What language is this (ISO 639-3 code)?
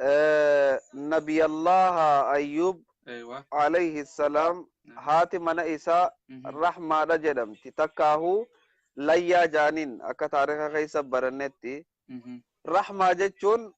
orm